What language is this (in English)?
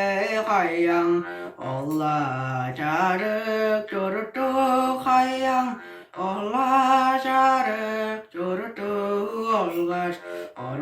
Tuvinian